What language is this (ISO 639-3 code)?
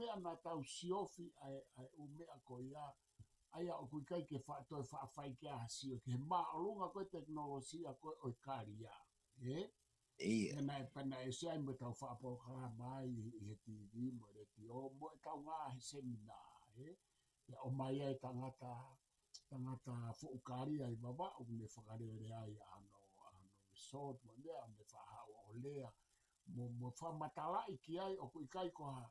ton